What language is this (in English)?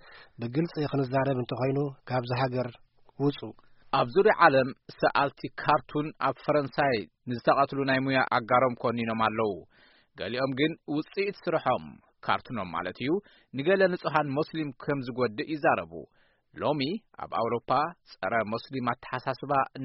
Tigrinya